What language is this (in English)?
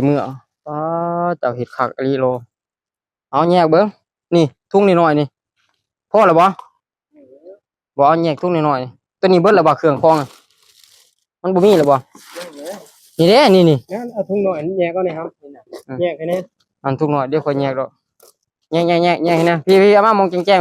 Lao